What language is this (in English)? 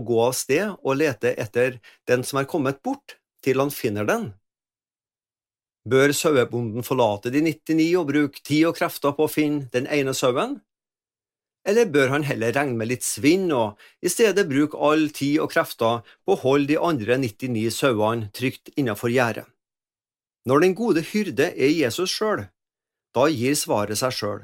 Norwegian